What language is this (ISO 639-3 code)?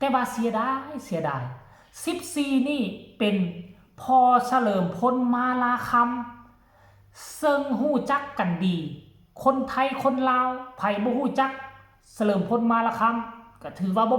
tts